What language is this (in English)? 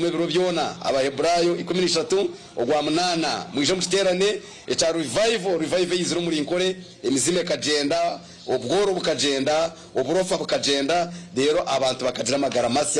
Nyankole